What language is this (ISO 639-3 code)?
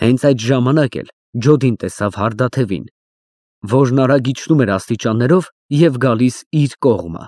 hye